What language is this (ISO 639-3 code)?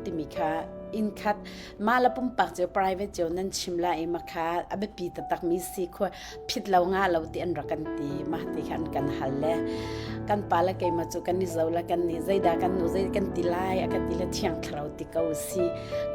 cnh